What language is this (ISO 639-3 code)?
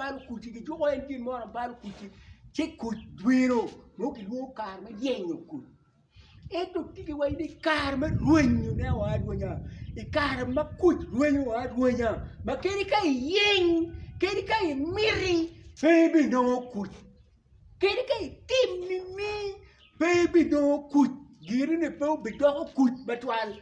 ach